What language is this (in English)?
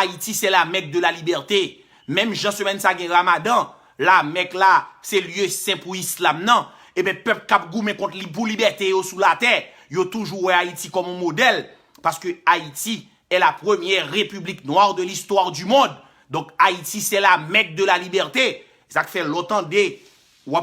Haitian Creole